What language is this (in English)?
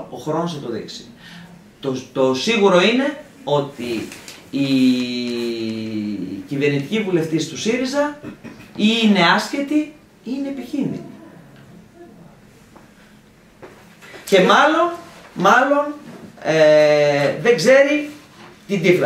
Greek